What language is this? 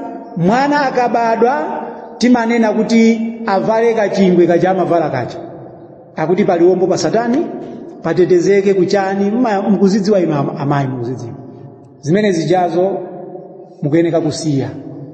Nyanja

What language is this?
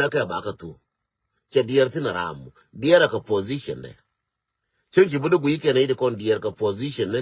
Nuer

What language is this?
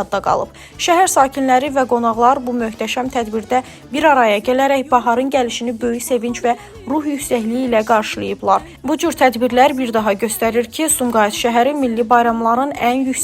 Azerbaijani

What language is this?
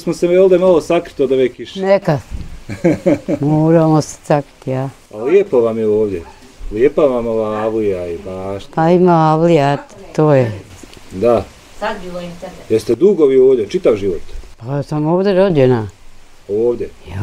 Bosnian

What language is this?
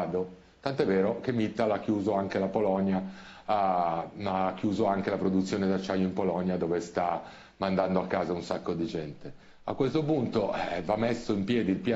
Italian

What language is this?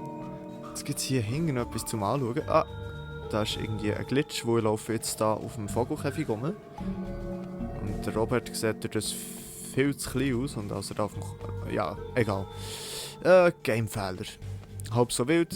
Swiss German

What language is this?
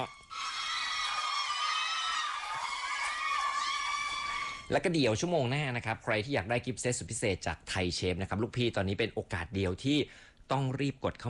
Thai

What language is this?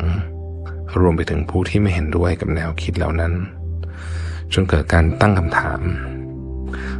Thai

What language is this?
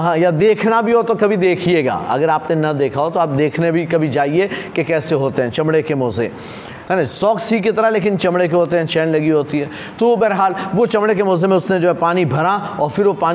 Urdu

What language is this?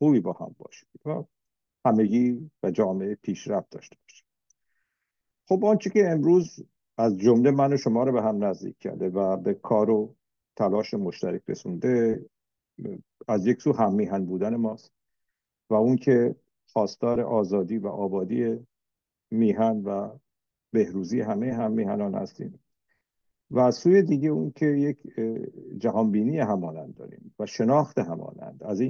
Persian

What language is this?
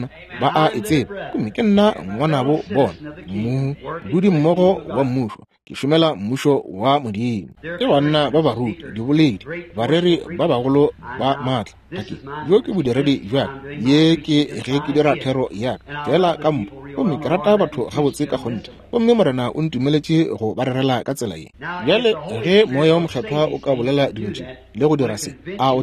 Northern Sotho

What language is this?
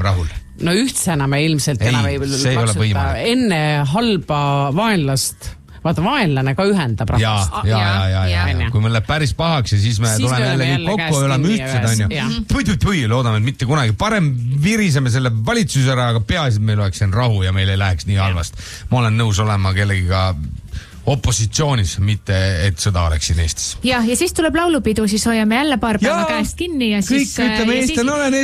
Estonian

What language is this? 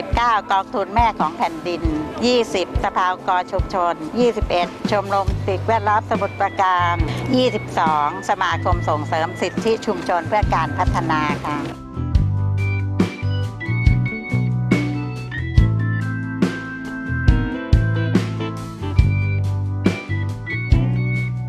Thai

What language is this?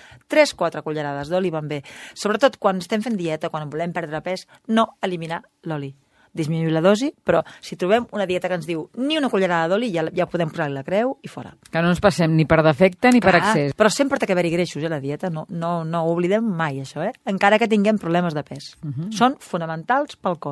Catalan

